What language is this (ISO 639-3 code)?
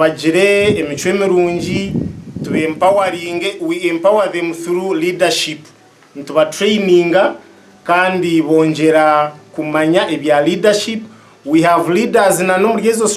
nyn